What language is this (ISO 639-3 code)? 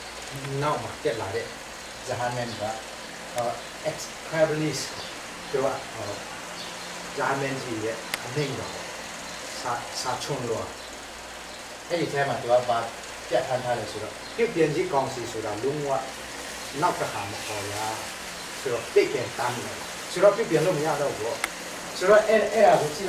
mya